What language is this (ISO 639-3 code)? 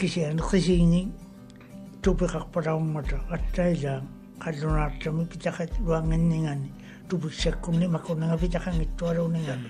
mri